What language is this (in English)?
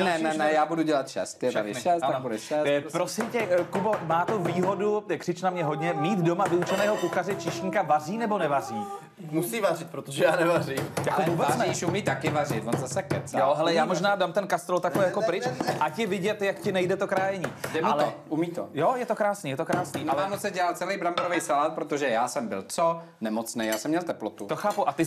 Czech